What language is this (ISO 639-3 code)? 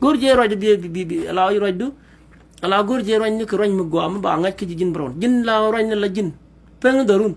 nus